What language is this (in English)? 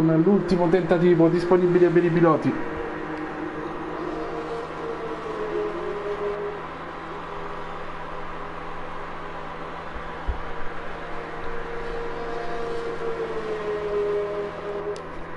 Italian